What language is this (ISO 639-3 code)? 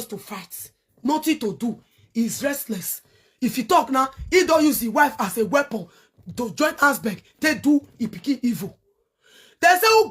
pcm